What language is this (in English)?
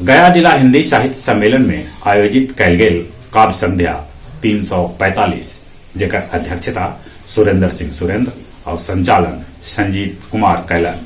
Magahi